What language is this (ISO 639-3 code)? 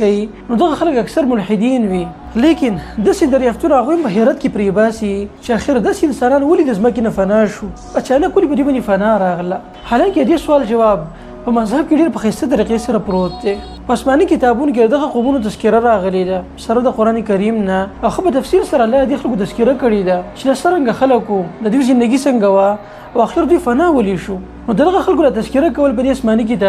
pus